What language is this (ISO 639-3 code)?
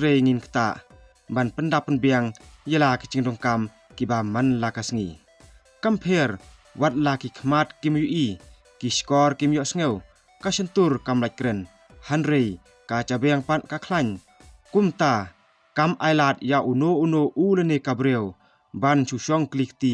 kha